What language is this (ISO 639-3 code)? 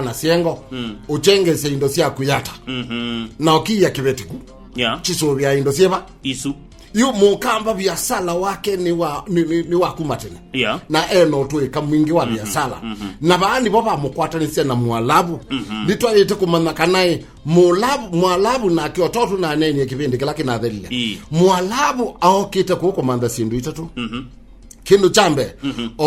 kam